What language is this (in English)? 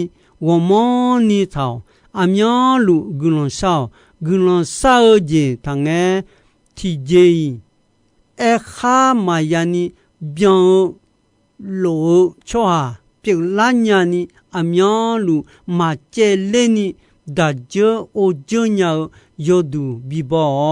Akha